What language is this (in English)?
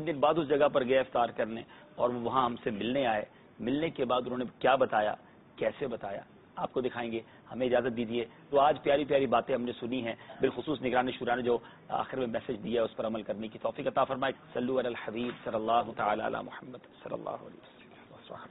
Urdu